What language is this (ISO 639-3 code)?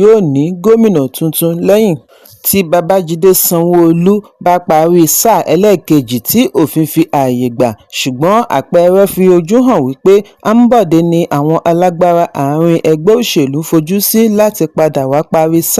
yor